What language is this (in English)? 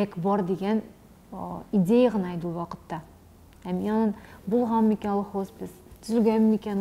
Tatar